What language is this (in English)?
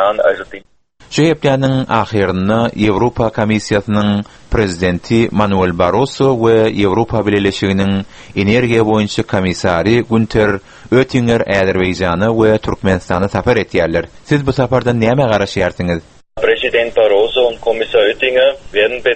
Turkmen